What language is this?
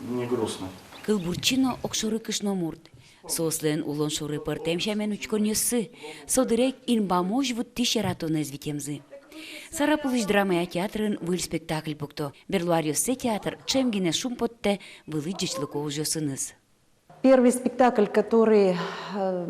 Udmurt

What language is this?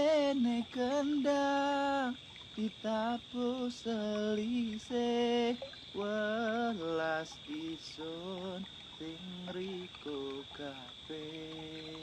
Javanese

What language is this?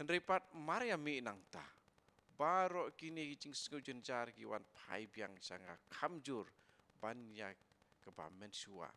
Khasi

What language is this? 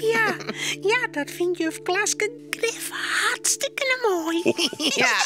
Western Frisian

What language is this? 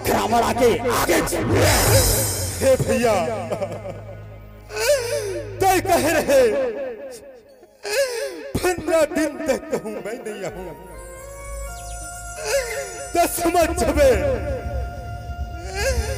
Chhattisgarhi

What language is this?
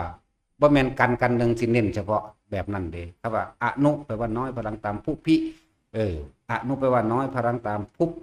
Northeastern Thai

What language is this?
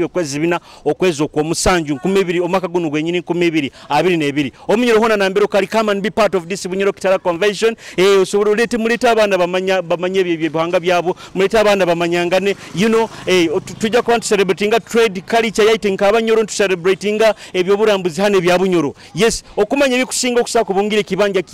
Nyoro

